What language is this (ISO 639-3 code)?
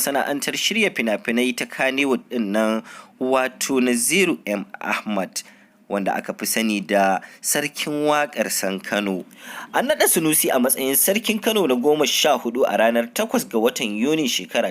hau